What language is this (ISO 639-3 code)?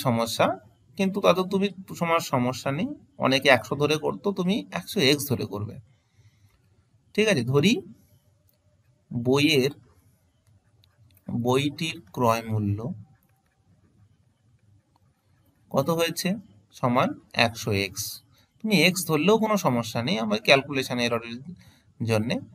ben